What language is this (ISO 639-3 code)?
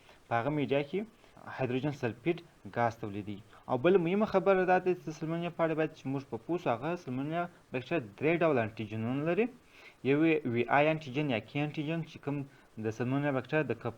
pus